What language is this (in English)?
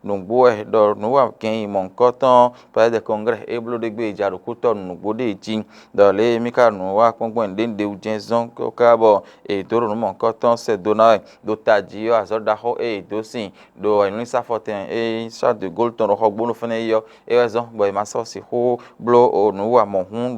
Fon